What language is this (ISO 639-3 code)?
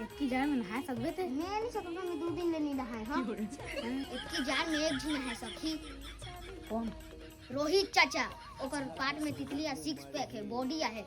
hne